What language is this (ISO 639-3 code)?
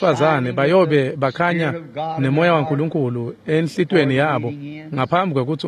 ssw